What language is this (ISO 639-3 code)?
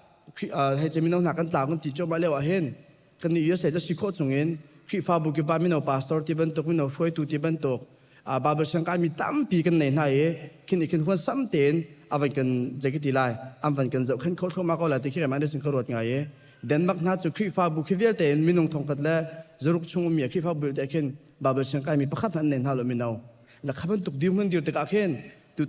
cnh